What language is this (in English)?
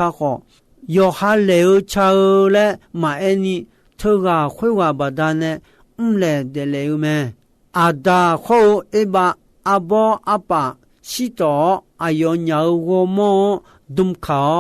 Akha